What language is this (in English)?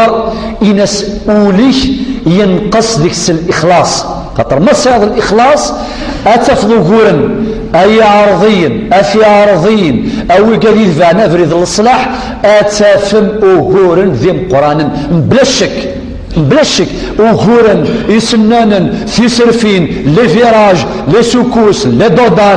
Kabyle